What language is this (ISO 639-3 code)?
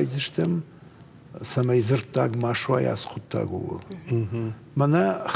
oss